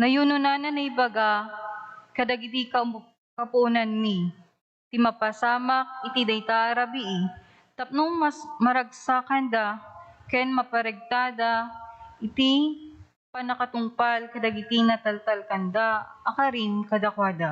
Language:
Iloko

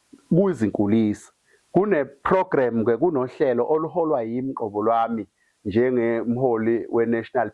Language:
Zulu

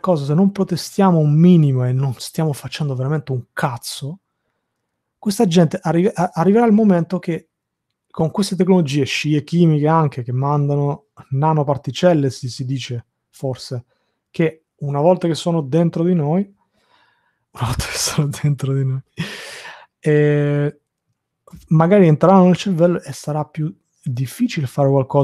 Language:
Italian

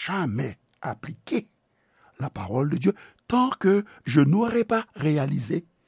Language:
Haitian Creole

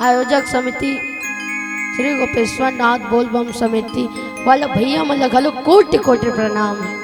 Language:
Chhattisgarhi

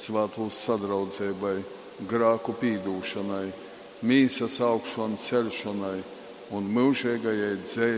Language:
Latgalian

